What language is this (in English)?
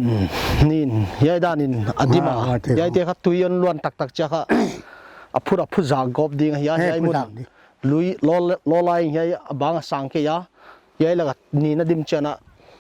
Paite Chin